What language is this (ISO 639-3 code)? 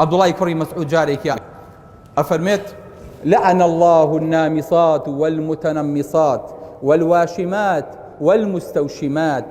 ckb